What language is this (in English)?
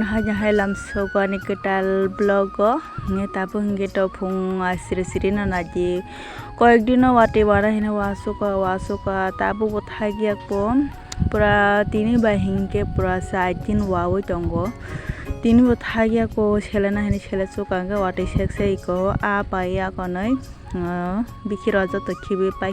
Kok Borok